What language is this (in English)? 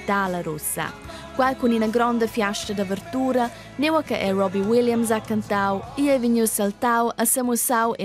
Romansh